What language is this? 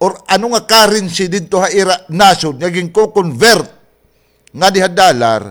Waray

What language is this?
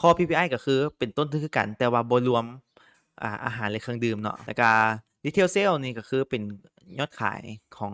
Lao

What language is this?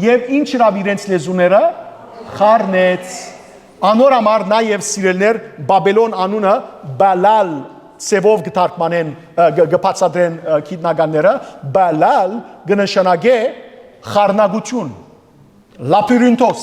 Western Armenian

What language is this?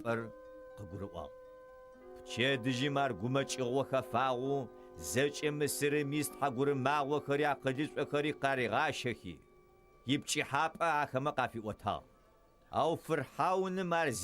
Adyghe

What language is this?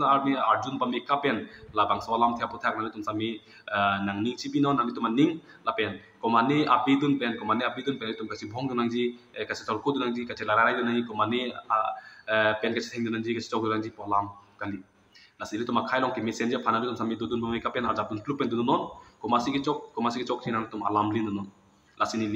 Karbi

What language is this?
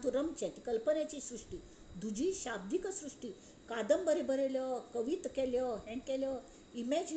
Konkani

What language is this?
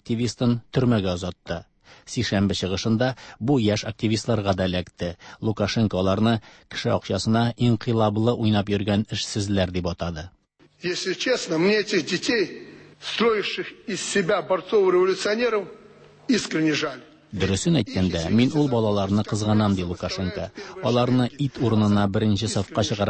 Tatar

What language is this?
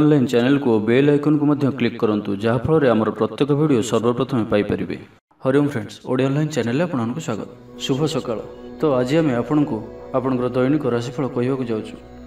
Odia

